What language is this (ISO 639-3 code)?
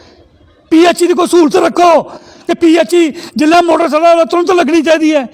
doi